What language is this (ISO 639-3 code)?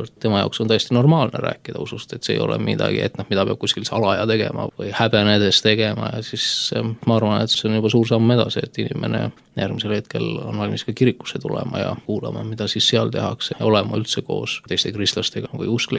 est